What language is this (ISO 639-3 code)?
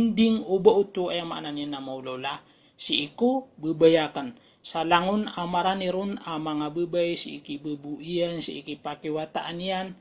mrw